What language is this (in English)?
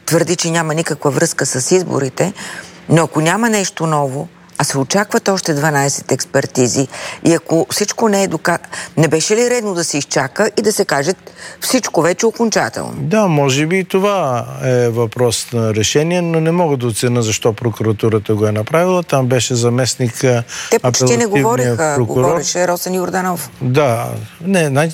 Bulgarian